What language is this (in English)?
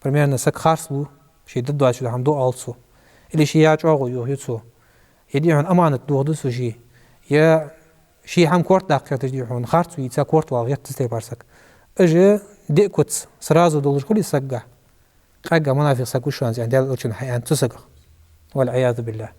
Ingush